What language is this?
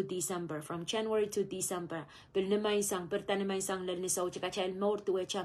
Pohnpeian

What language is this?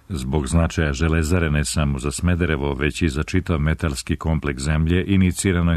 Serbian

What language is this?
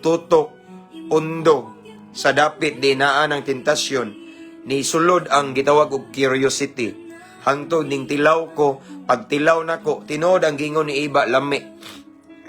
Cebuano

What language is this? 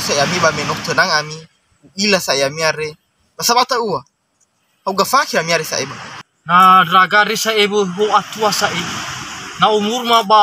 Nias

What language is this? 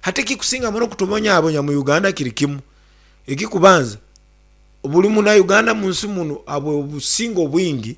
Nyankole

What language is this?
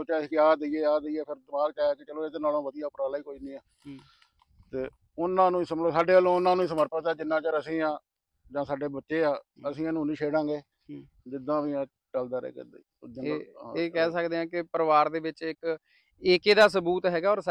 Punjabi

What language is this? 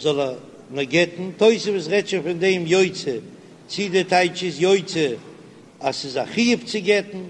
Yiddish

